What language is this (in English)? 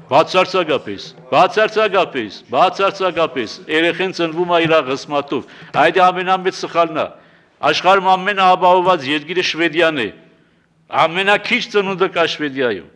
Armenian